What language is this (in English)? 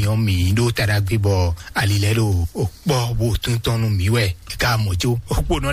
Fon